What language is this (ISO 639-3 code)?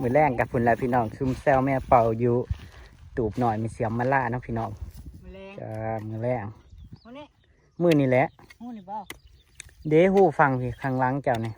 tts